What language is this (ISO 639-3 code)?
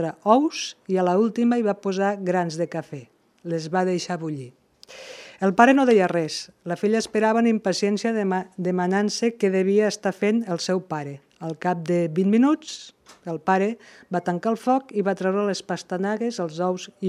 cat